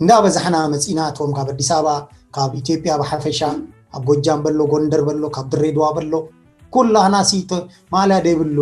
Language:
Tigrinya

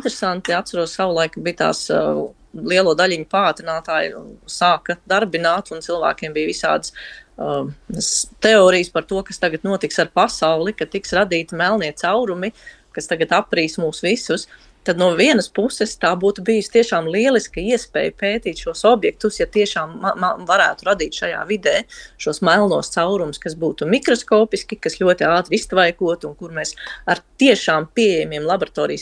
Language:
Latvian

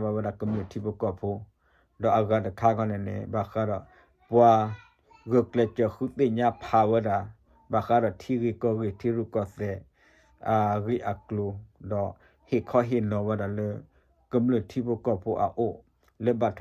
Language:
S'gaw Karen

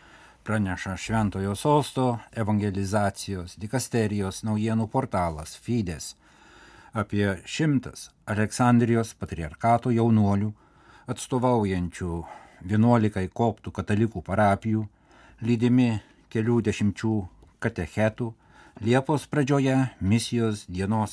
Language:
Lithuanian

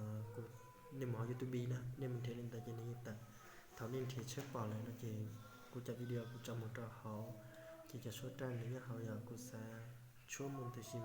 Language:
Hmong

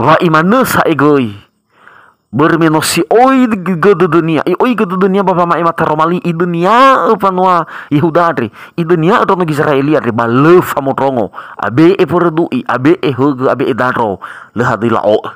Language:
Nias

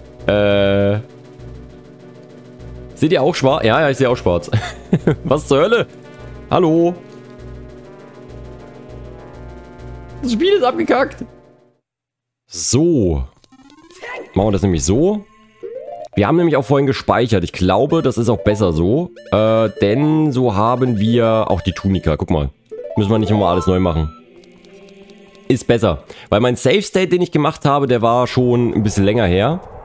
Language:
German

